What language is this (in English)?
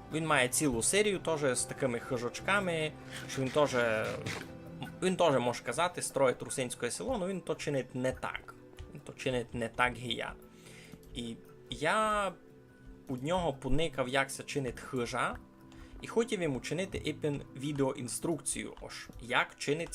Rusyn